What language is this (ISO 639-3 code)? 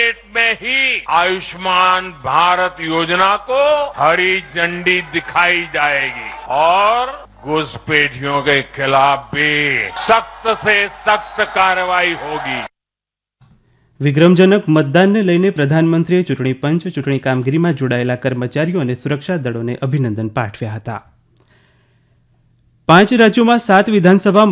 guj